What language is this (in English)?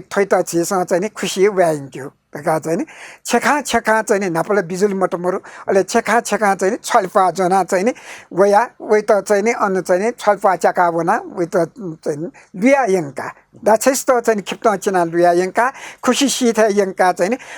Newari